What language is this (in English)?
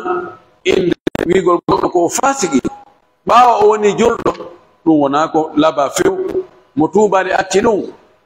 Pular